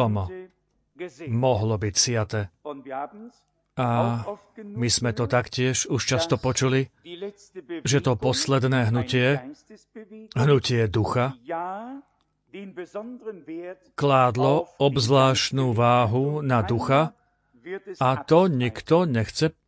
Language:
Slovak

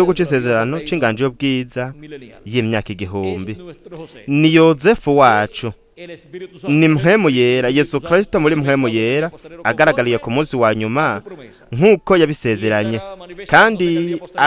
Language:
Rundi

